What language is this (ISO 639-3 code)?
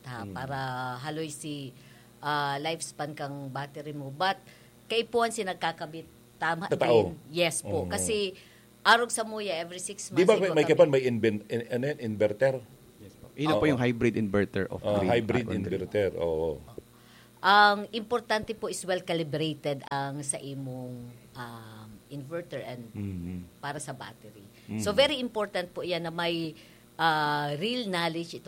bik